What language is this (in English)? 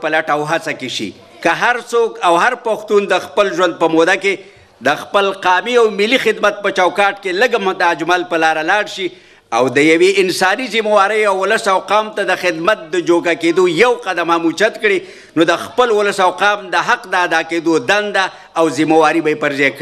Pashto